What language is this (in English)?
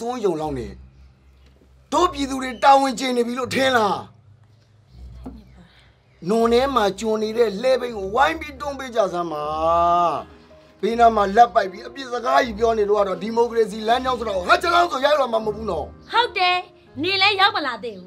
Burmese